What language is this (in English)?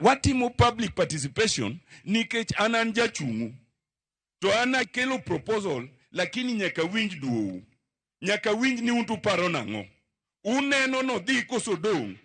Luo (Kenya and Tanzania)